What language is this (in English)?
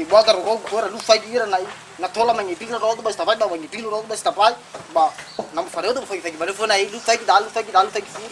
Nias